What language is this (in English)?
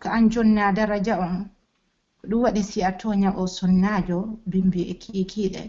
Pular